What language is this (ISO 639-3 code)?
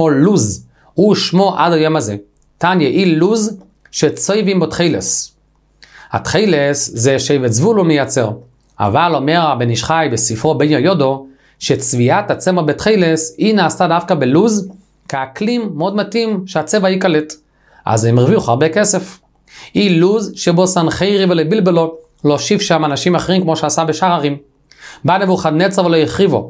heb